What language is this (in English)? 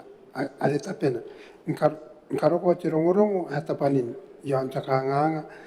Gilbertese